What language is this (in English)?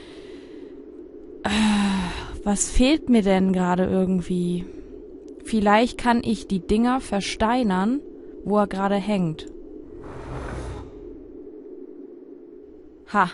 German